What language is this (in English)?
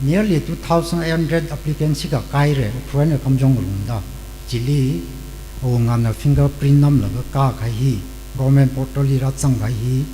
Tangkhul Naga (India)